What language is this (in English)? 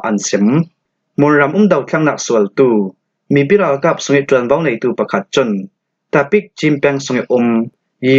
Falam Chin